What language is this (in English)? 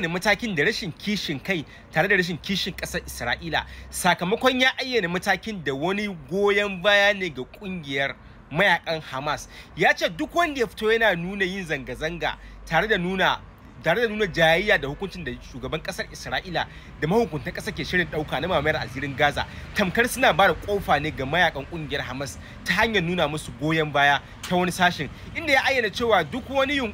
Hausa